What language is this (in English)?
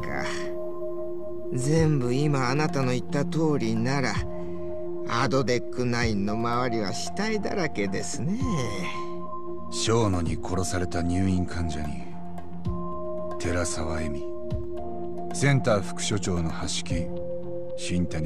Japanese